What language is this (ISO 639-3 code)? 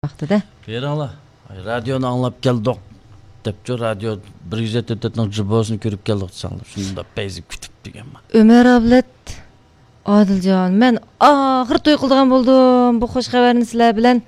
uig